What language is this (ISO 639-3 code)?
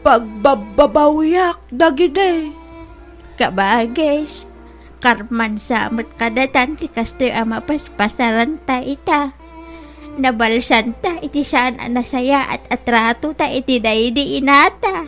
ilo